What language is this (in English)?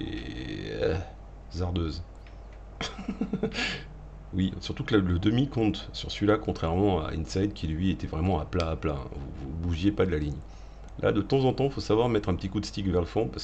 French